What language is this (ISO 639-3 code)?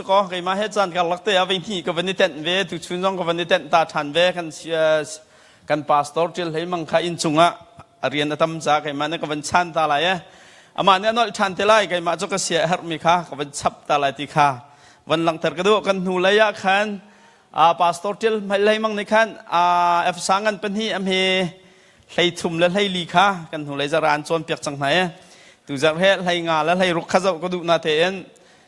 cnh